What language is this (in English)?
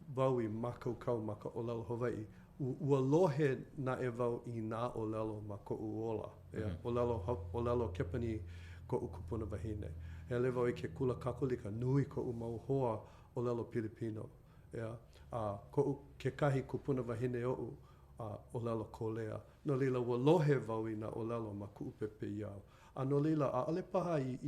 Hawaiian